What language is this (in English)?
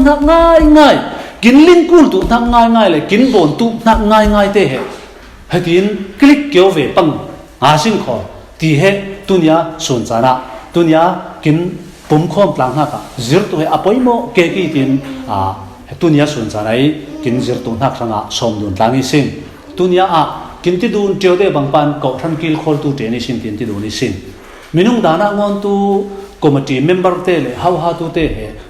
Falam Chin